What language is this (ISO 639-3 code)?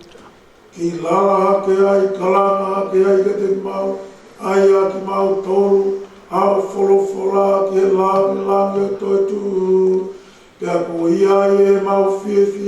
ton